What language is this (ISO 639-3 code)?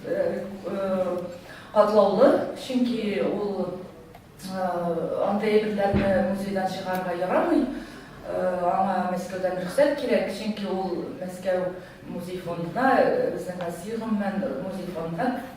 tat